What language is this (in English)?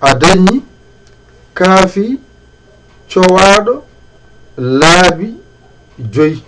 Fula